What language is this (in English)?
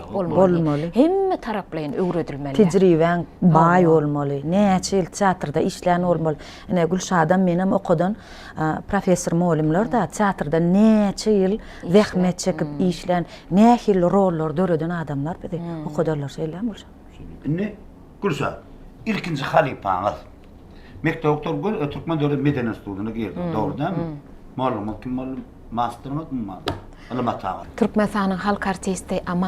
Turkmen